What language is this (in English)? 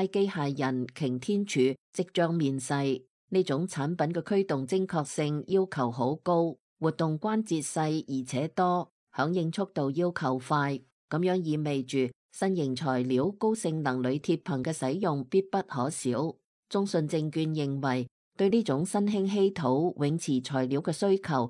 Cantonese